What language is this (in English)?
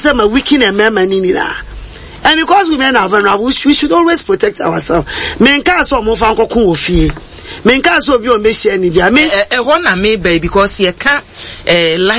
Akan